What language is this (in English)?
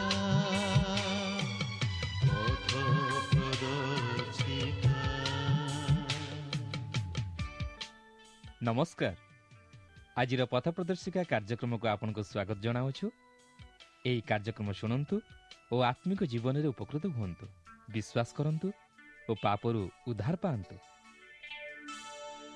Odia